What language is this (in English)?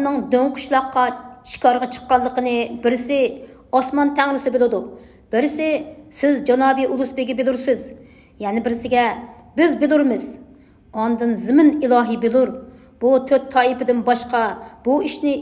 Uyghur